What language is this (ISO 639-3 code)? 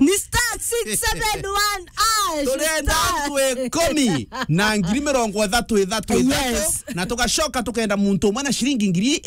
mer